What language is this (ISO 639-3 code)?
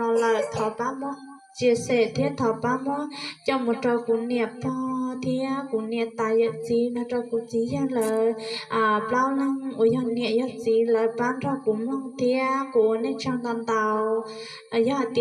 hmn